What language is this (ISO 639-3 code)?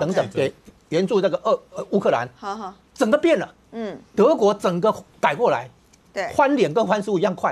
zho